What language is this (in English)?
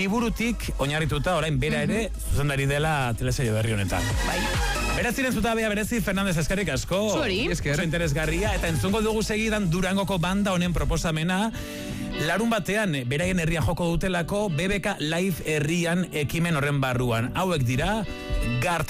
Basque